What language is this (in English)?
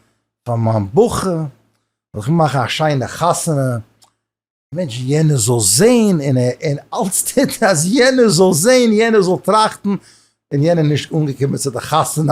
Yiddish